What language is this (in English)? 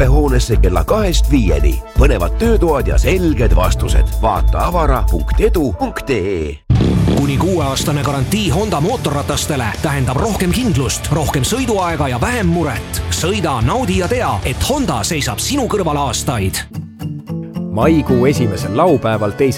Estonian